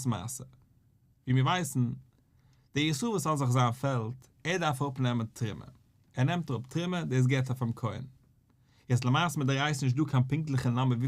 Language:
Yiddish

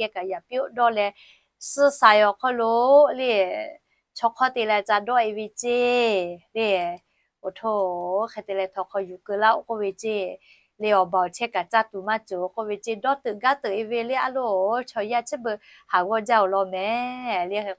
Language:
Lahu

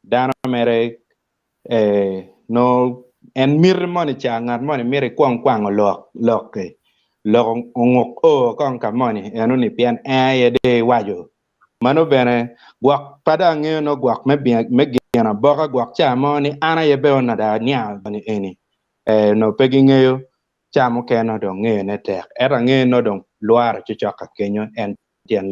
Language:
Acoli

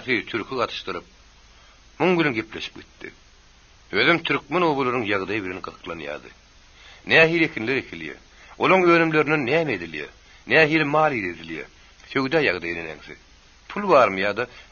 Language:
Turkmen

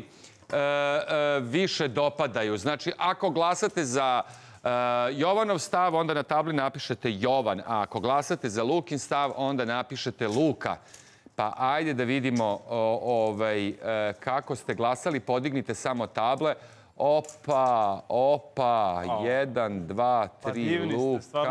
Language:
Serbian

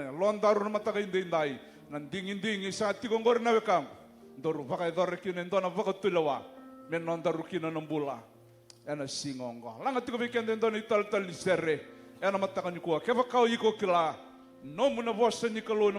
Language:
Fijian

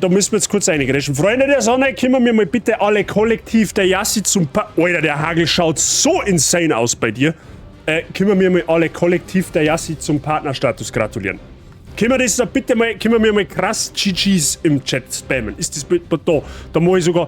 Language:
Bavarian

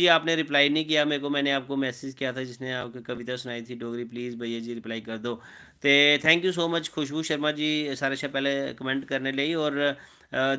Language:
Dogri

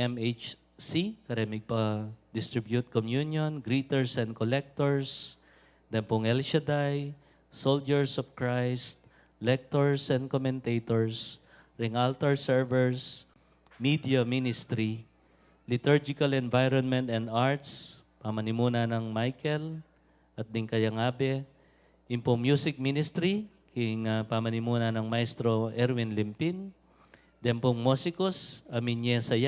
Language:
Pampanga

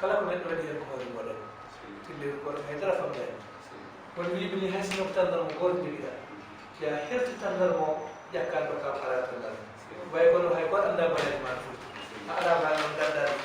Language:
Fula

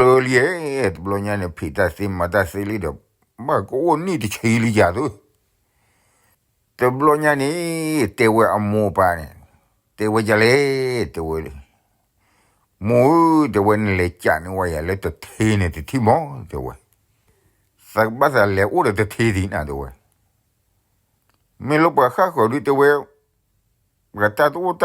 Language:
S'gaw Karen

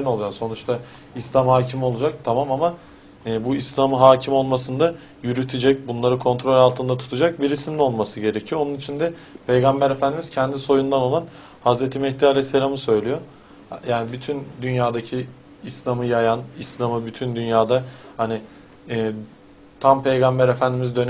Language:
Turkish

